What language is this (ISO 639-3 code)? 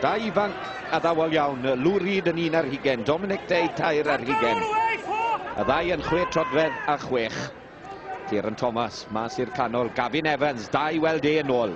cym